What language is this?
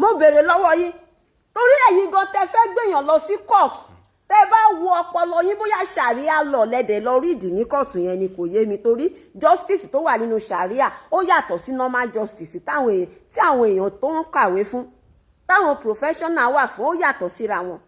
Yoruba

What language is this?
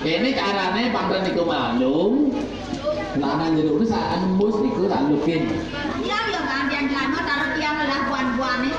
Balinese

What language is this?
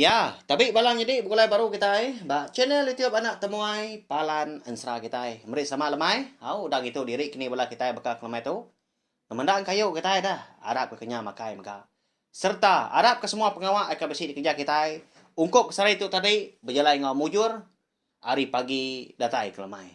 Iban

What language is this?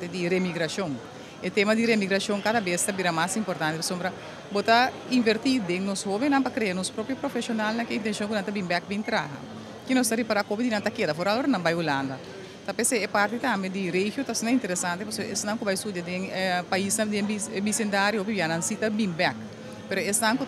Papiamento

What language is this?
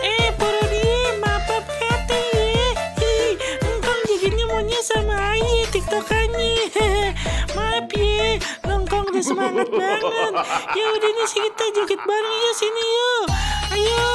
Betawi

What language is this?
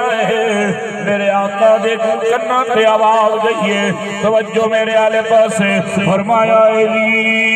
Saraiki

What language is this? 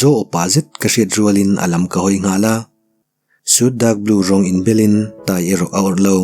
Mizo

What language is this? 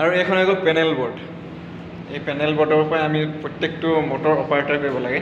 Assamese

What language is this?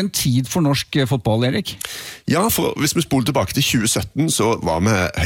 Norwegian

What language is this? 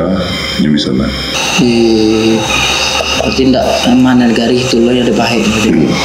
Minangkabau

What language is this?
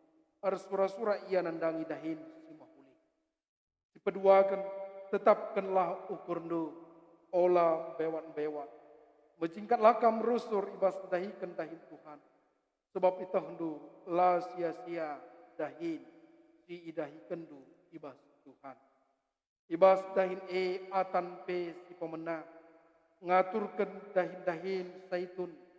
Batak Karo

